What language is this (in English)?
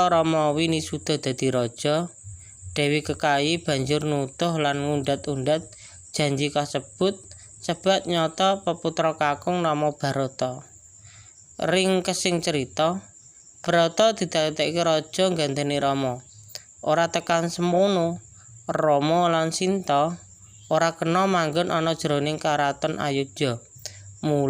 Javanese